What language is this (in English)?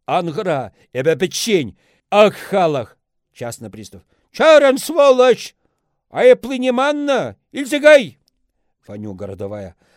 Chuvash